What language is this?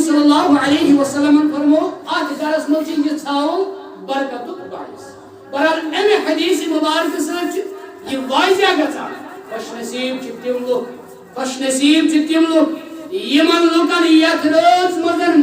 Kashmiri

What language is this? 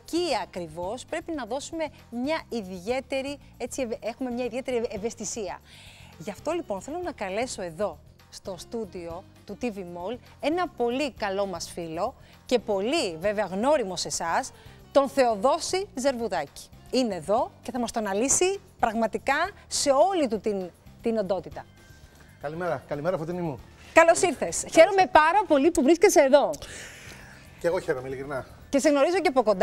Greek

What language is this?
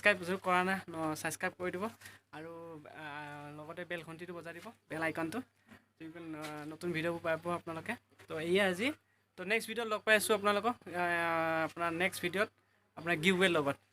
Assamese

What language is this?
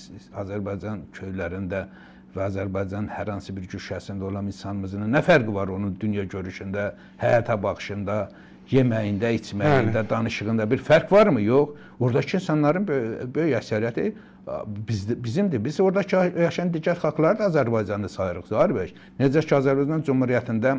Azerbaijani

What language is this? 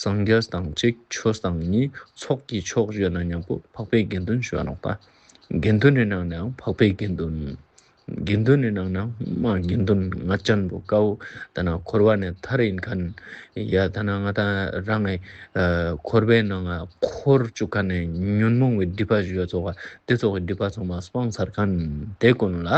Ladakhi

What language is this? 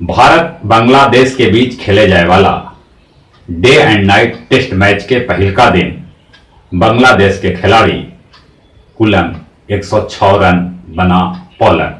Magahi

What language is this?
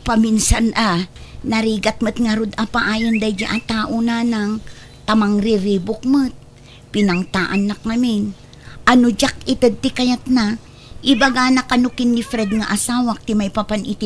Iloko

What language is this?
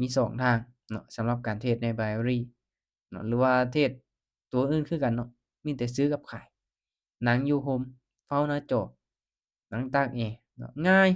Lao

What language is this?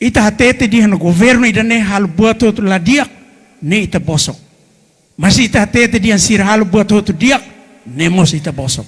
Tetum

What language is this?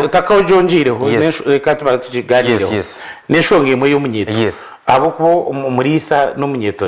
Nyankole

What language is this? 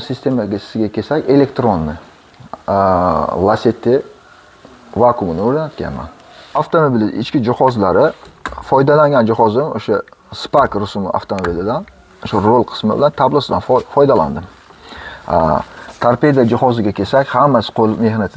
Uzbek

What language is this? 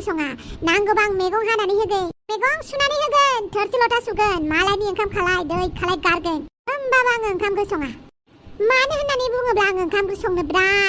Bodo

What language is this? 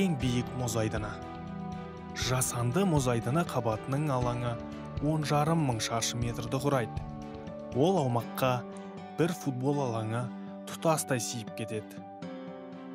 Kazakh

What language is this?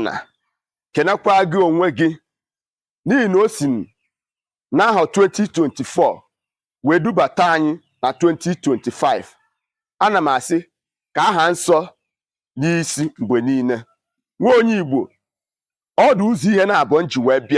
Igbo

